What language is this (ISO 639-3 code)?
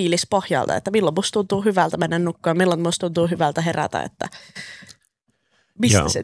fin